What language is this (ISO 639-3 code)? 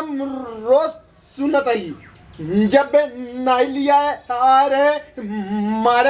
awa